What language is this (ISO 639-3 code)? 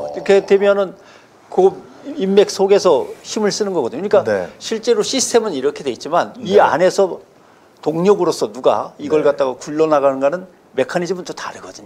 kor